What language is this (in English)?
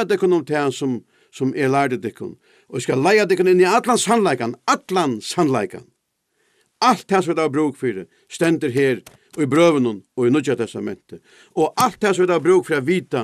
Faroese